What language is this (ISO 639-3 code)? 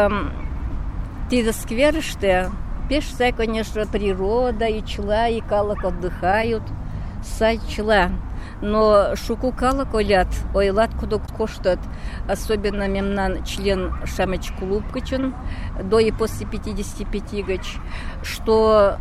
chm